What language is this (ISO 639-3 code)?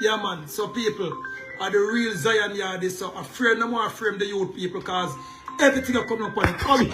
jam